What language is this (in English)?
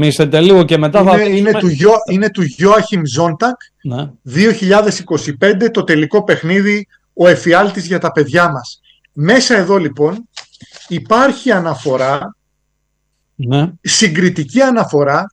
Greek